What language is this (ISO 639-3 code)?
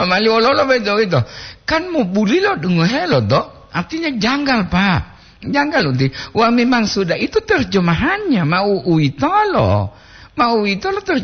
gor